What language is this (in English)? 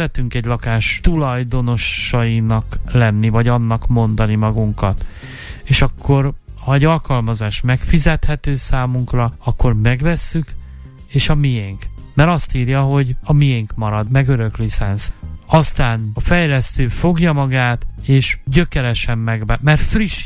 Hungarian